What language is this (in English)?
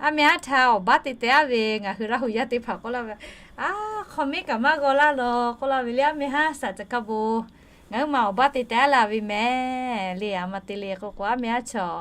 Lahu